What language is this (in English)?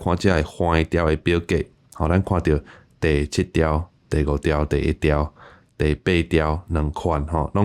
Min Nan Chinese